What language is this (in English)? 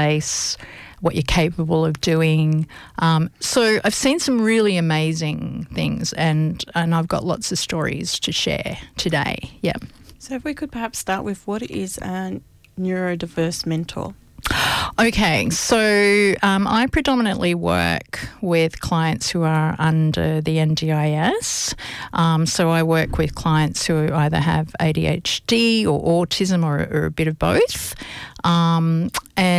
English